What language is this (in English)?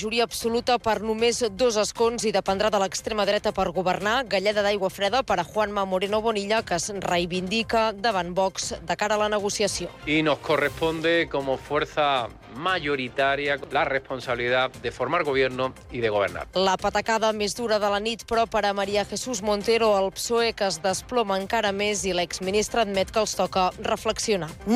Catalan